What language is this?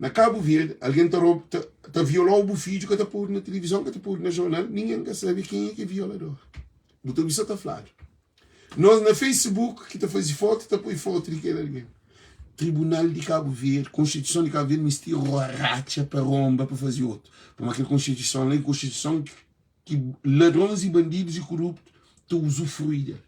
Kabuverdianu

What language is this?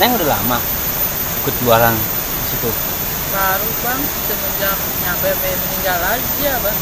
Betawi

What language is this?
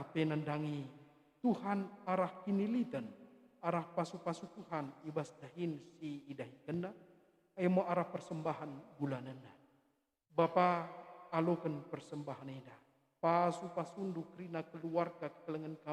Batak Karo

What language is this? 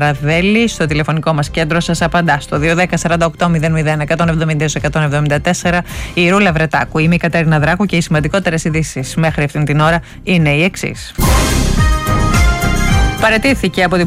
Greek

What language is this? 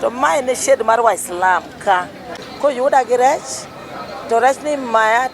Luo (Kenya and Tanzania)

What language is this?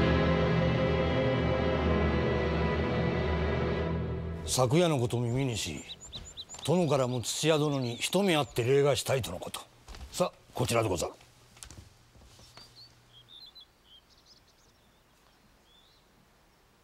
Japanese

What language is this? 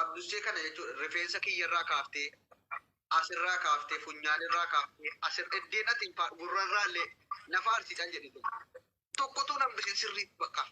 Oromo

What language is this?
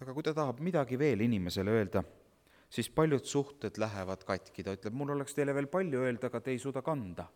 Estonian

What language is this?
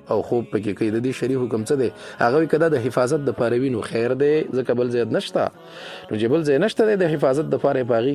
Pashto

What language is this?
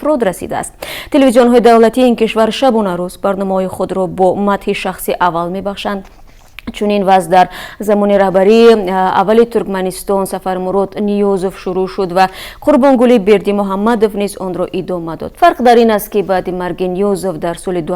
Tajik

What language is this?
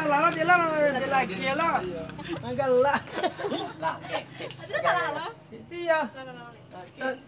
Minangkabau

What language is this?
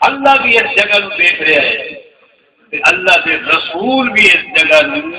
Saraiki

